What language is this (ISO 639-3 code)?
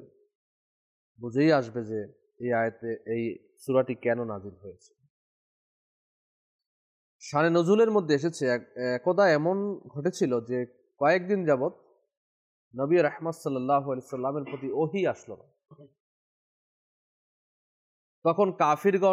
ben